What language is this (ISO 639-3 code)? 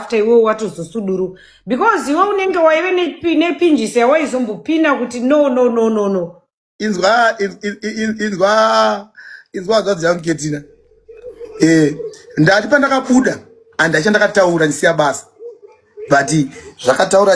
sna